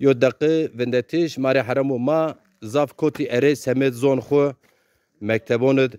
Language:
Zaza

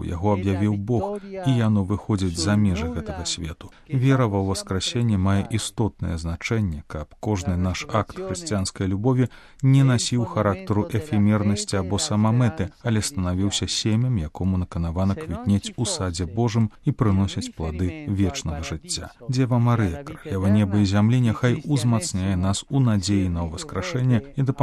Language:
Belarusian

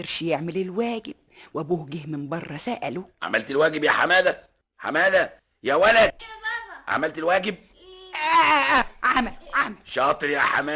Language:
Egyptian Arabic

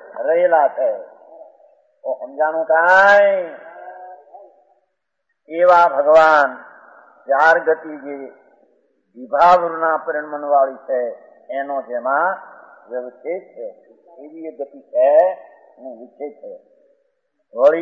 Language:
Gujarati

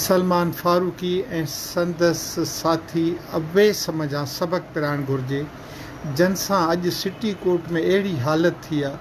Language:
Sindhi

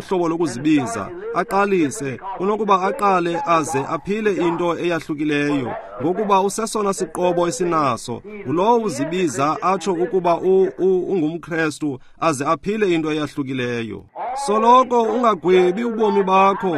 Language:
Xhosa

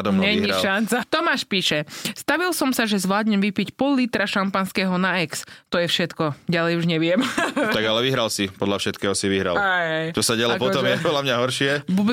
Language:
Slovak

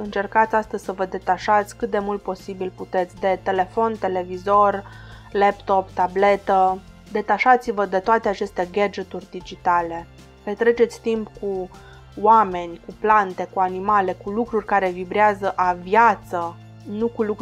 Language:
Romanian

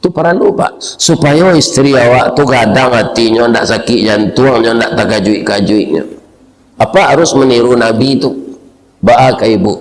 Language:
Minangkabau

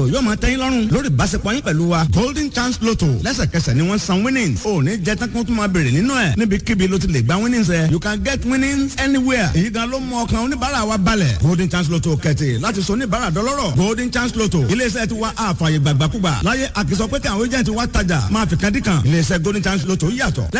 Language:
Yoruba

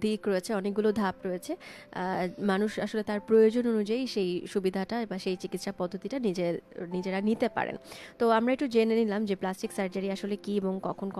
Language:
Bangla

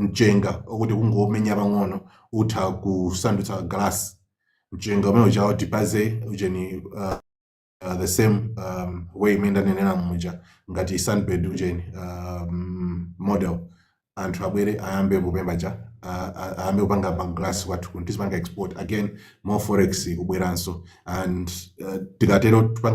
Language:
Nyanja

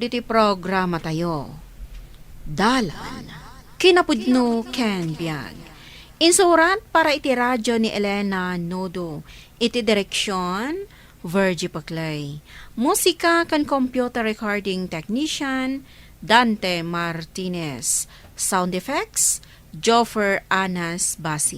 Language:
Iloko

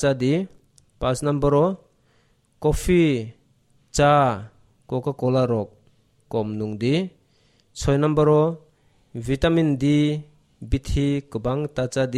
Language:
Kok Borok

